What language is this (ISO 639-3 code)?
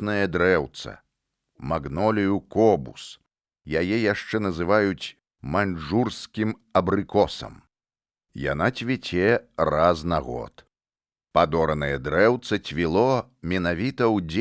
bel